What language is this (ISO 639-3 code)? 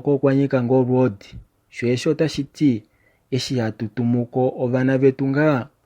kua